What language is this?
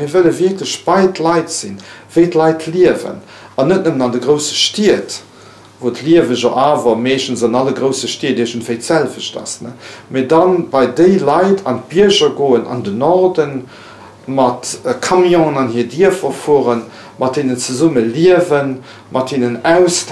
Luxembourgish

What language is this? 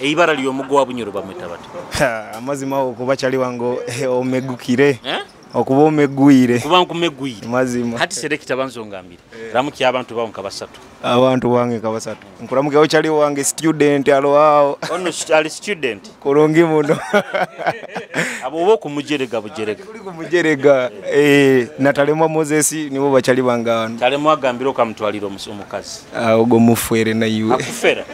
Nyoro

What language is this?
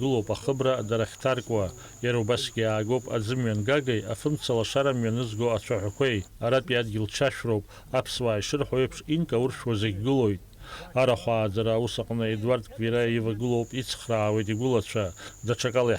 Abkhazian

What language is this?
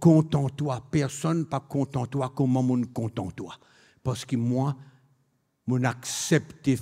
Morisyen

